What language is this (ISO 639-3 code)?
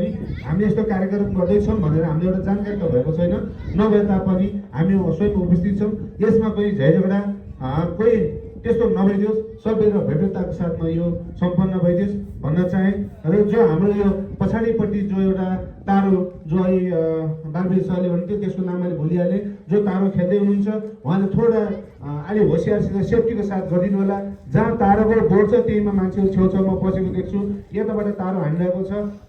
nep